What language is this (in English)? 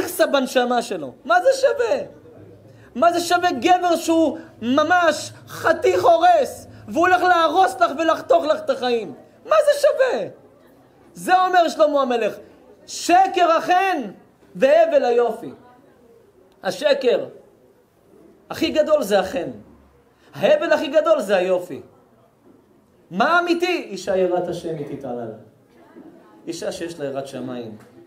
Hebrew